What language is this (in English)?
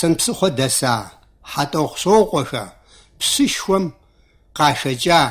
Kabardian